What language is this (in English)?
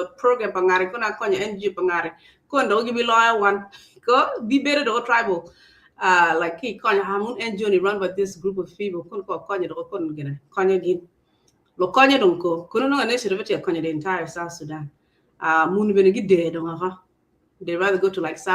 Acoli